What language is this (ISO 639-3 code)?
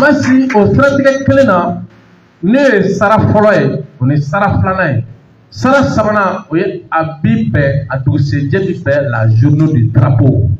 bam